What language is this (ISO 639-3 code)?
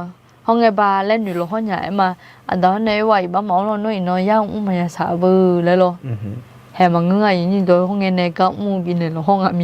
ahk